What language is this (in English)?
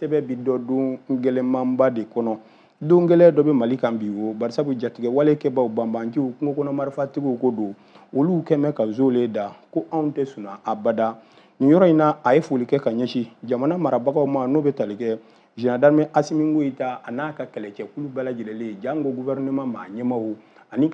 Bambara